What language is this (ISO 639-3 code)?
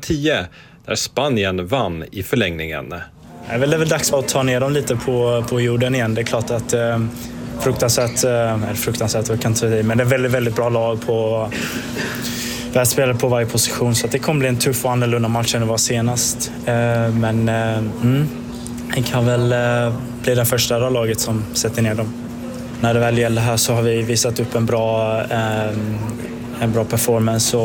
swe